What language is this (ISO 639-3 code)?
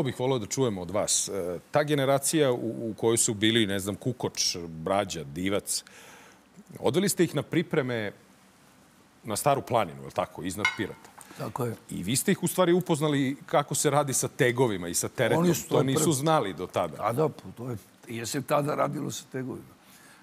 srp